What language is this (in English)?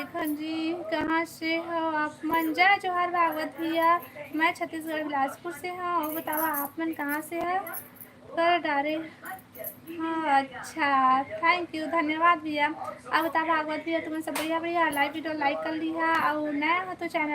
Chhattisgarhi